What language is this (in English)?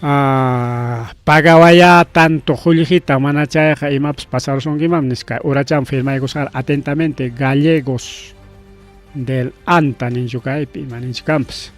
Ayacucho Quechua